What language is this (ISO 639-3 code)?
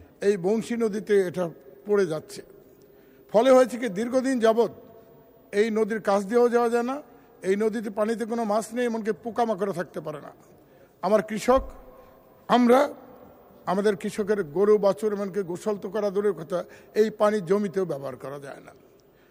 ben